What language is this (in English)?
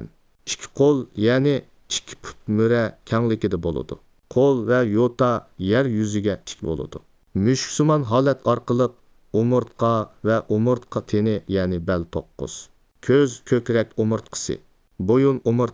Uyghur